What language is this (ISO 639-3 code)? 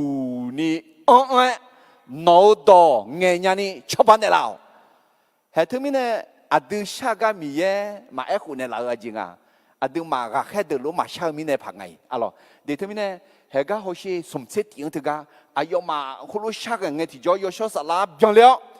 ahk